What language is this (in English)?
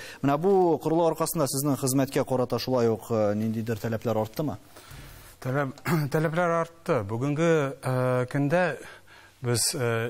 Tatar